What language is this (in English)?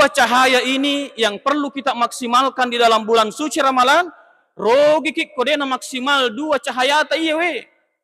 Buginese